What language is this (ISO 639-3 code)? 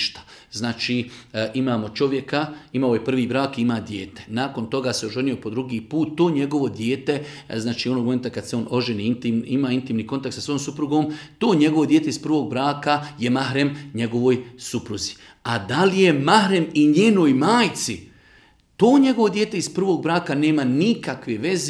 bos